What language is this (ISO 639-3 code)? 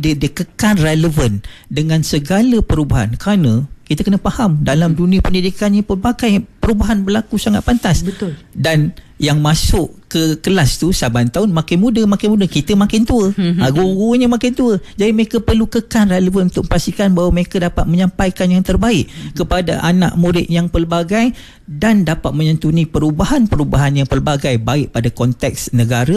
msa